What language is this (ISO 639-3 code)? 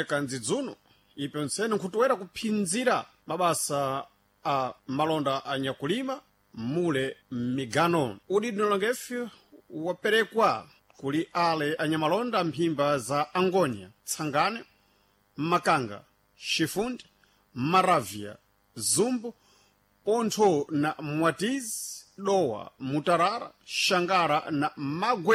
seh